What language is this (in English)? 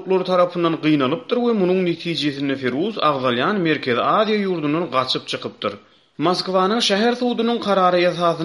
Turkmen